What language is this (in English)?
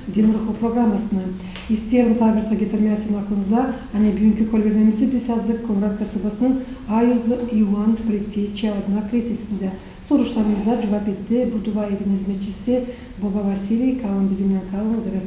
Gagauz